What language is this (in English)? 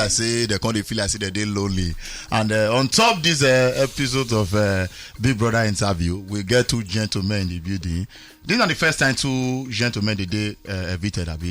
Nigerian Pidgin